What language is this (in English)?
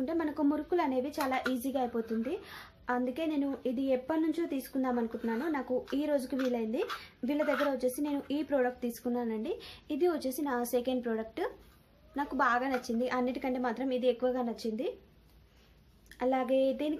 Telugu